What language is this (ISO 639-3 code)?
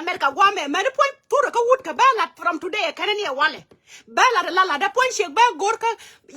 nus